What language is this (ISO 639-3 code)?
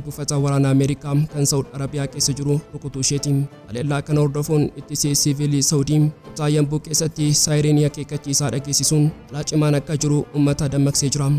orm